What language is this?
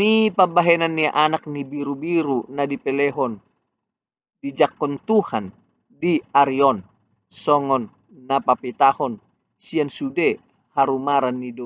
Batak Toba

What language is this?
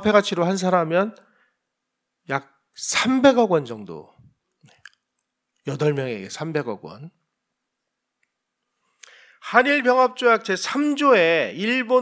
Korean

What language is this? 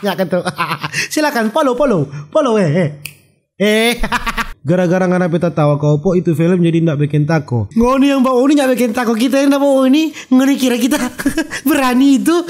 Manado Malay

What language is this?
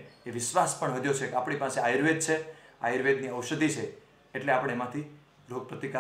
Gujarati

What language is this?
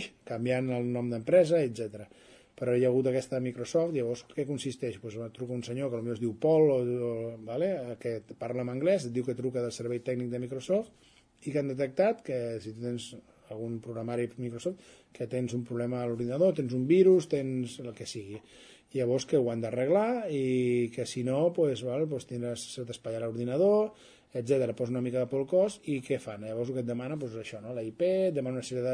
Catalan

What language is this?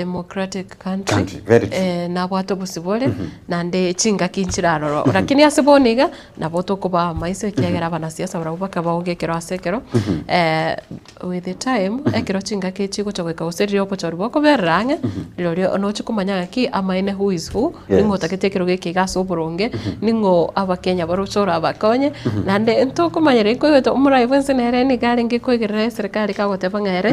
Gusii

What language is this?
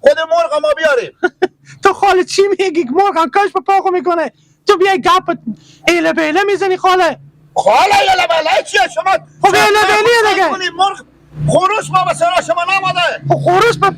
Hazaragi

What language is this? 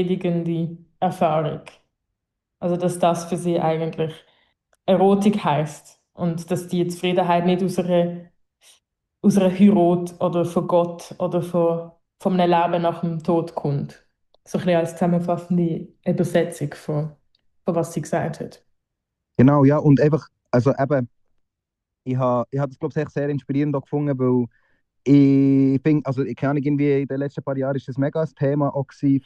German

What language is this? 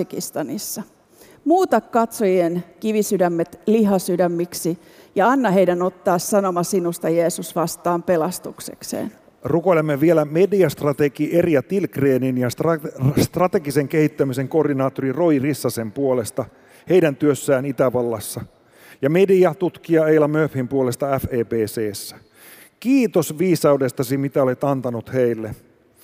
Finnish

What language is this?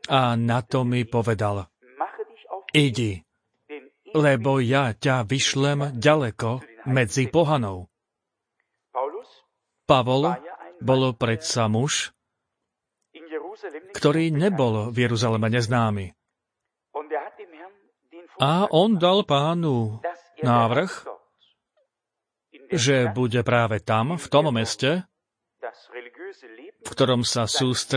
Slovak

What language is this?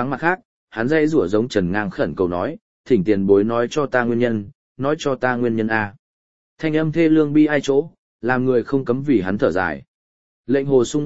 Vietnamese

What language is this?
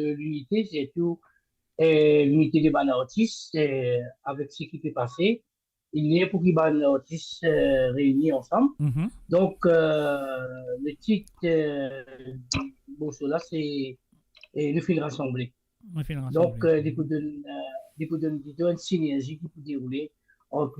Morisyen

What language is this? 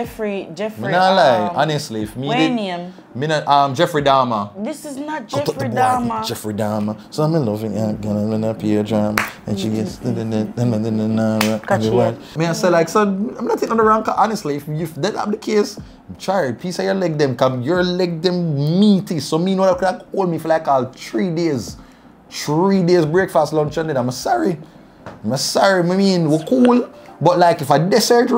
Jamaican Creole English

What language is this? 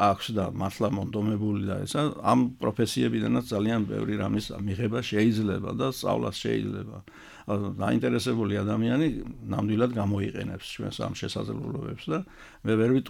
Georgian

